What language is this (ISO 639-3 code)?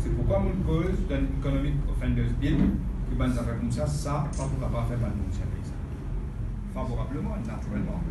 mfe